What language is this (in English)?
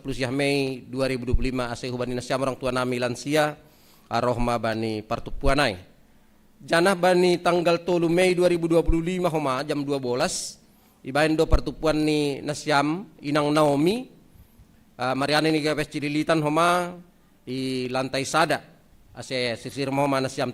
Batak Simalungun